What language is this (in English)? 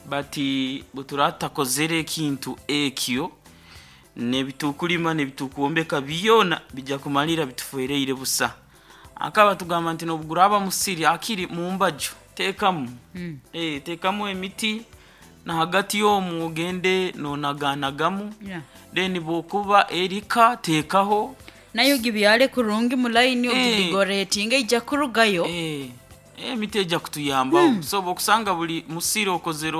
Nyoro